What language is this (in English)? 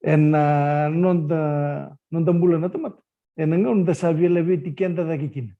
Fijian